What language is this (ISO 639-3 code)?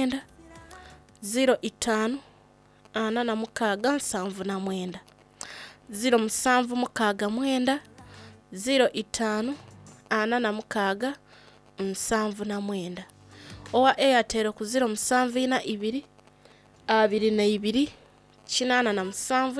xog